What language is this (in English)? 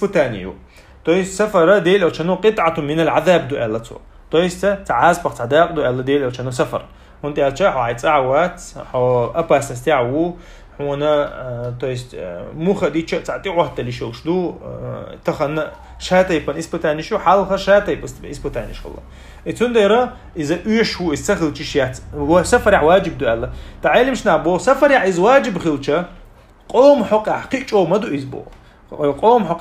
Chechen